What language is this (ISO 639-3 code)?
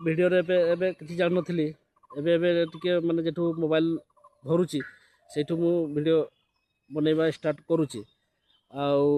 ori